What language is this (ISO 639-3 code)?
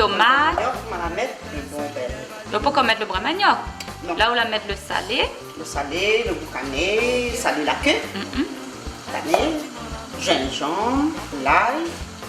rcf